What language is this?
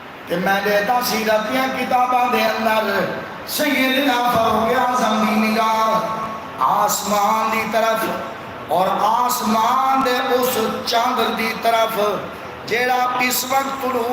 Saraiki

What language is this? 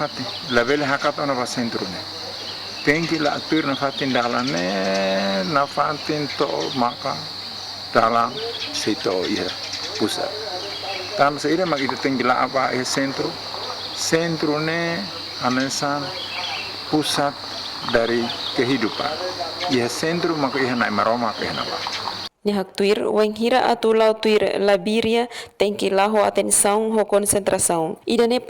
Tetum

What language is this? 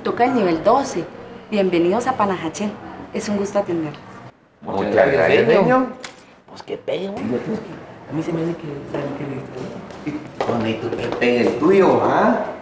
Spanish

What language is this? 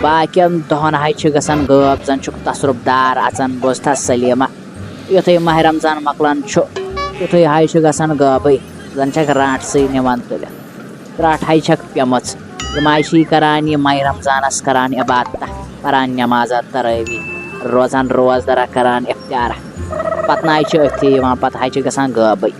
Kashmiri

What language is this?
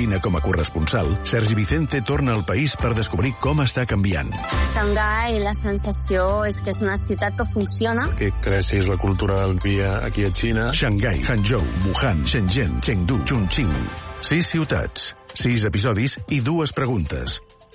Catalan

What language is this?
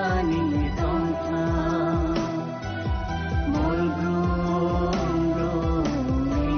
Kok Borok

